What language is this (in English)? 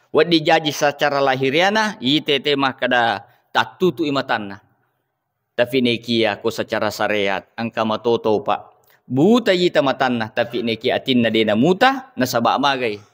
Buginese